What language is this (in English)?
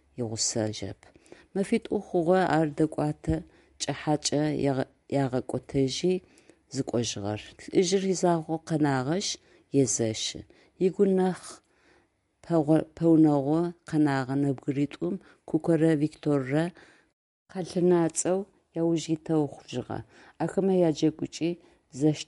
Adyghe